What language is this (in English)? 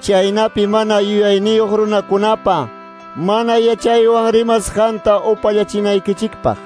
Quechua